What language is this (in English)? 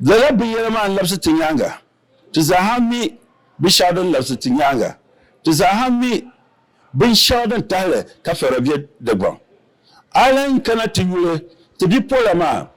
Dagbani